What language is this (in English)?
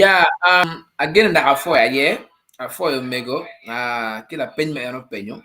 Acoli